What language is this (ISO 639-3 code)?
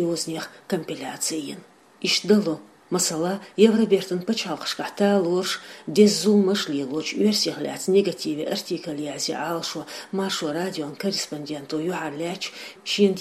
che